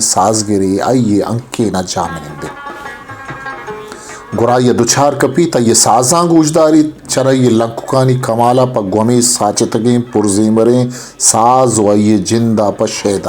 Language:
Baluchi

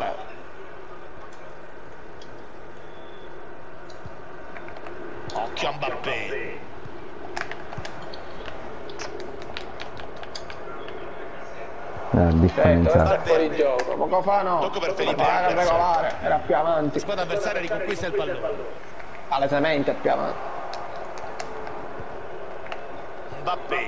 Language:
Italian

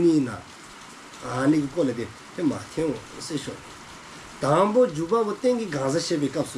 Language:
Dzongkha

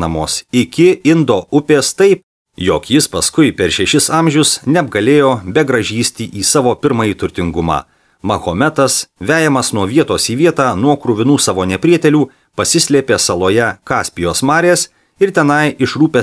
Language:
Lithuanian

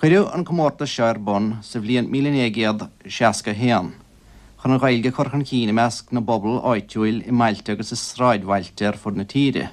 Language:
Irish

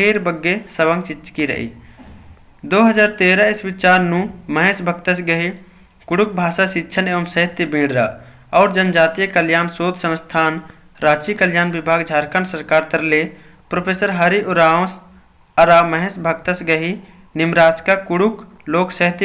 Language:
Kurukh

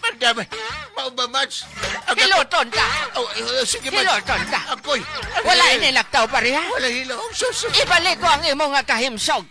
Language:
Hiligaynon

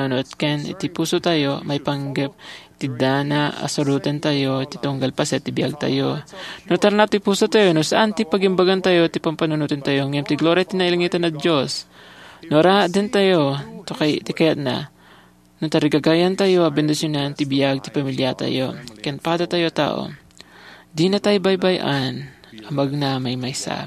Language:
Iloko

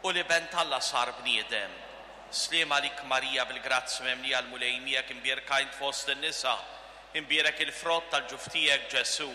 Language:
Maltese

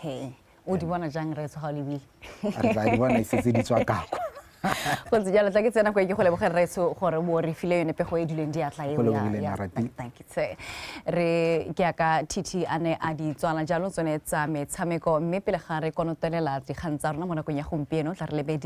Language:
Tswana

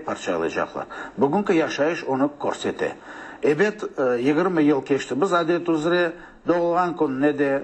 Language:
Crimean Tatar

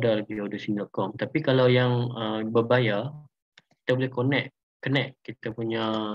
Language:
Malay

